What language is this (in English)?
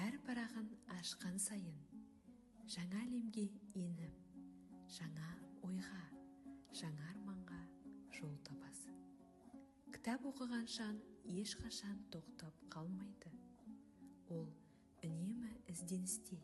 Kazakh